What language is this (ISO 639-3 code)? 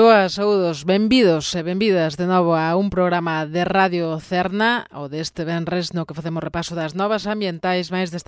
glg